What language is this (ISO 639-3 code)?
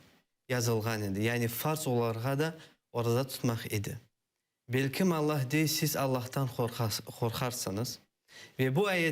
crh